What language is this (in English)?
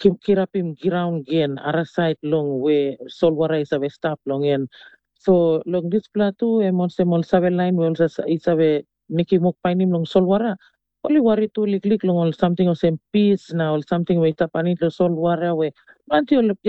Tok Pisin